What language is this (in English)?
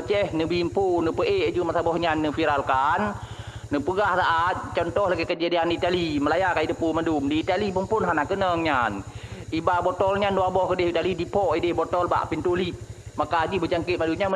Achinese